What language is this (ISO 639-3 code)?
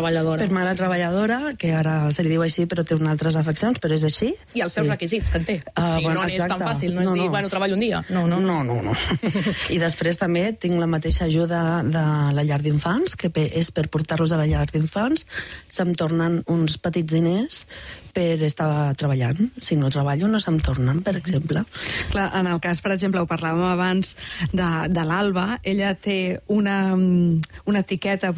cat